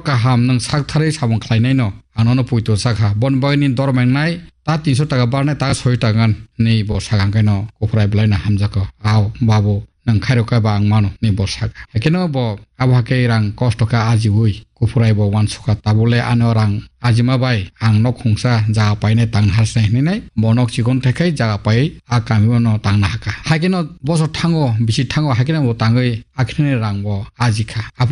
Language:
Kok Borok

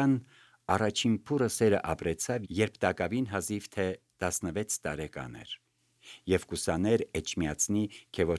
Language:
Armenian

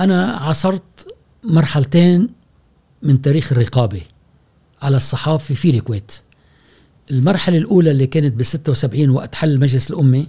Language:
Gulf Arabic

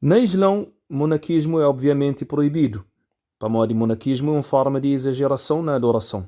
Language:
Kabuverdianu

